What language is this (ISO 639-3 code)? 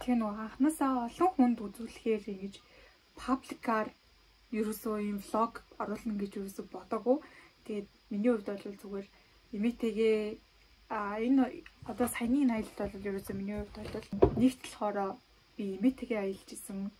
mon